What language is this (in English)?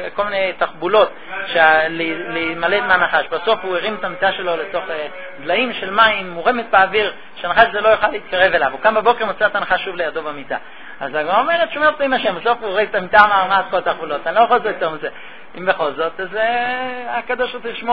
Hebrew